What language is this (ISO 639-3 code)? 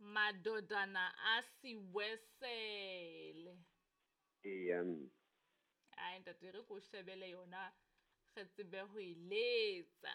sot